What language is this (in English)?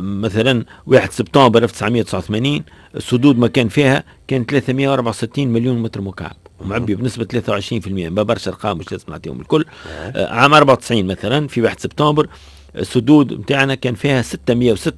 Tunisian Arabic